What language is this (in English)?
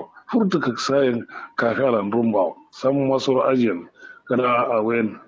Kanuri